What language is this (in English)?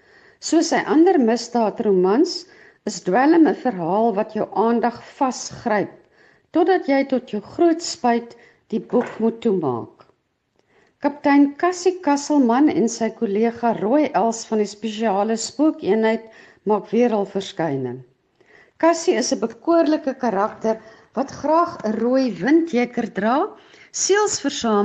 Afrikaans